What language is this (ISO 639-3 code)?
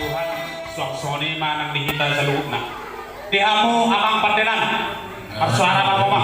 bbc